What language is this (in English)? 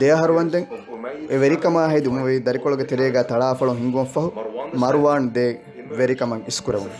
Divehi